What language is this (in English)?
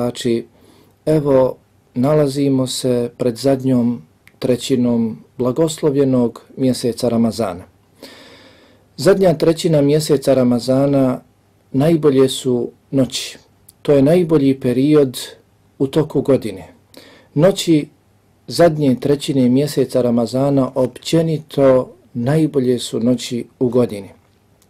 Bosnian